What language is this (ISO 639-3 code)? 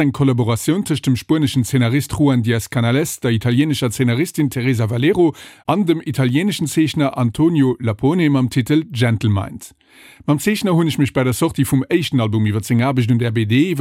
ltz